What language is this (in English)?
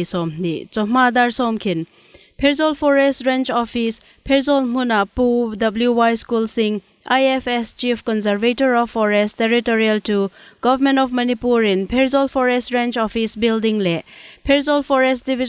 Hmar